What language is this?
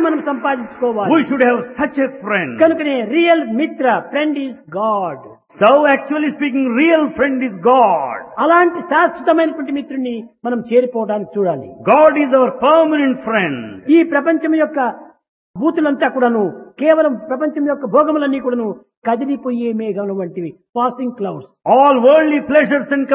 Telugu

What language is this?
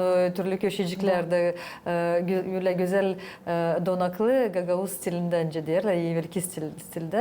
Gagauz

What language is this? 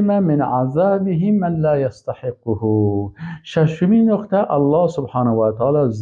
Persian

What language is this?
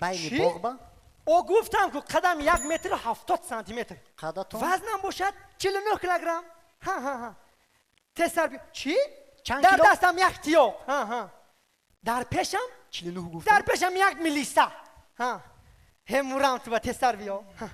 Tajik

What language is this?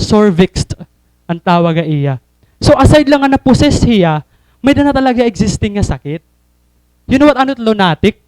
Waray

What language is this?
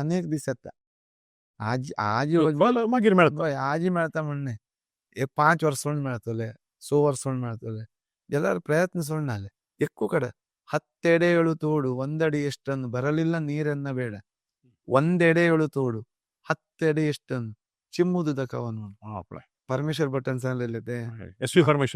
Konkani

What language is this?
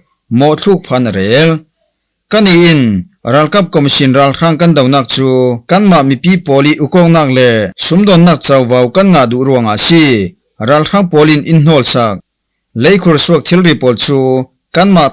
Falam Chin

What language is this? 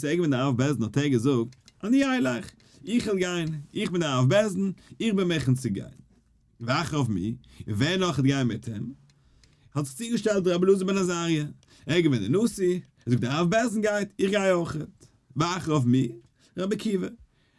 Yiddish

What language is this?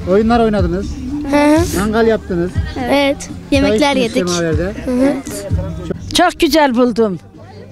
Turkish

